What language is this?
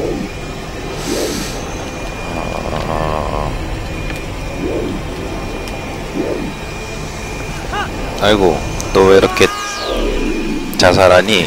Korean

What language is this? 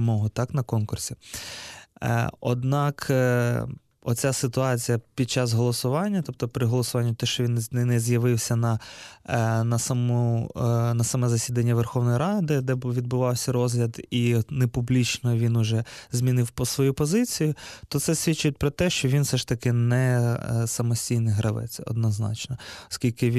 Ukrainian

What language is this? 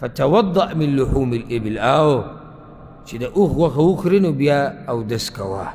Pashto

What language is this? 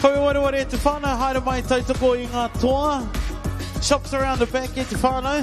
Māori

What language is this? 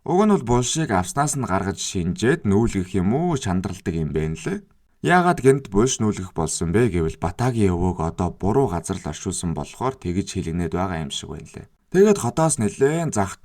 Mongolian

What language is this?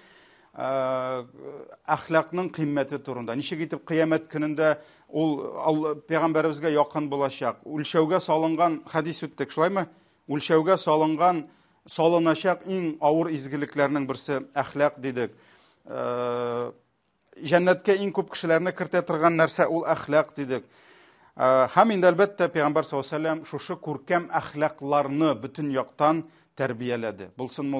Tatar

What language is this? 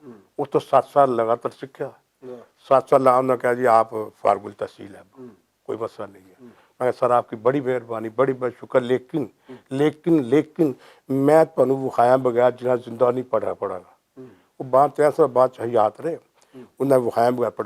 Western Panjabi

